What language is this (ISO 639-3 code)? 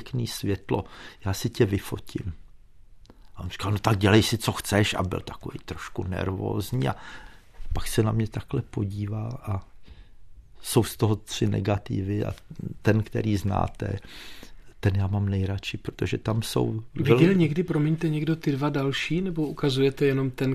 ces